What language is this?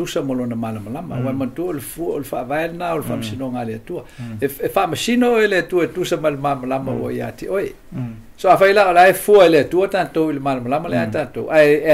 Samoan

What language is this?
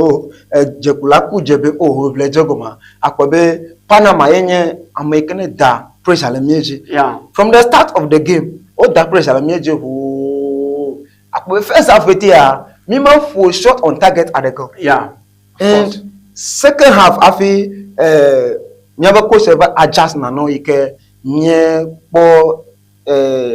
Ewe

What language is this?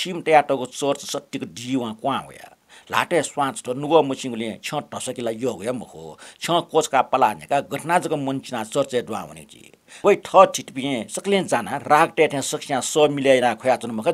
Newari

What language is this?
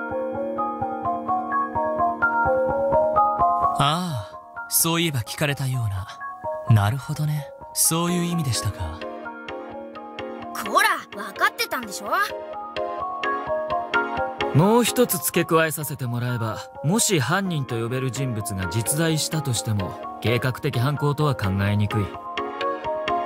Japanese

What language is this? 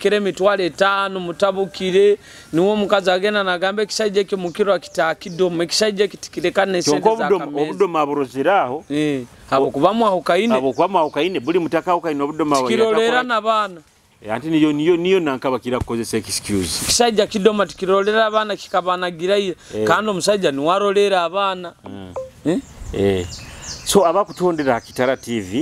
Nyoro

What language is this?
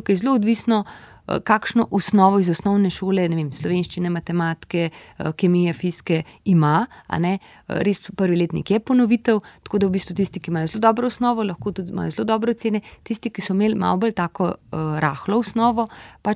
Slovenian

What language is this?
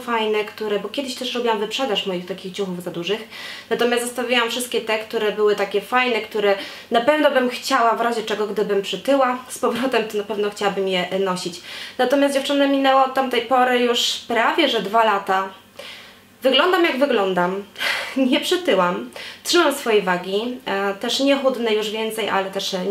Polish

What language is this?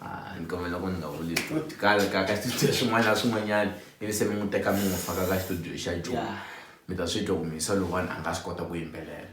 Tsonga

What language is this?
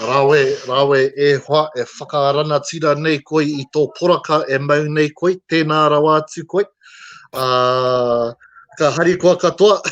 Māori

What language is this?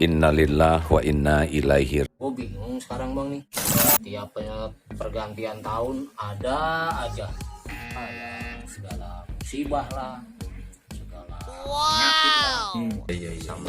Betawi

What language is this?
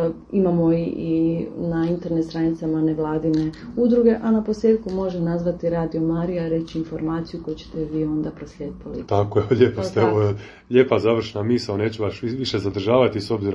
Croatian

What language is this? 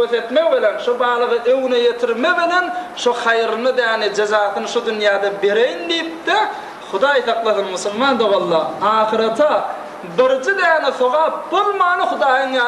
Turkmen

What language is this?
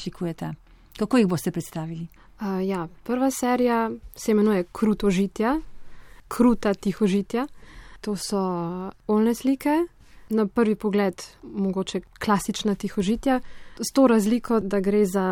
Slovenian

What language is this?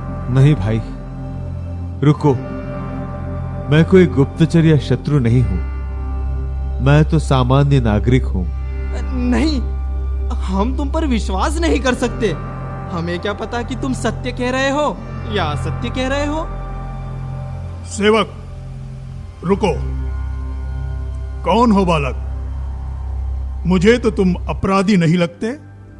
Hindi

